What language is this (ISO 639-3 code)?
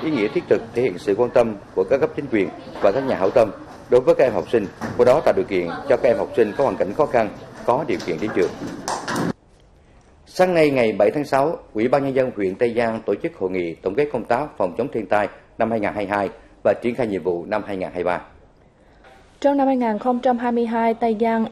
vie